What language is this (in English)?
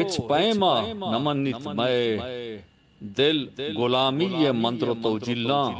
Eastern Balochi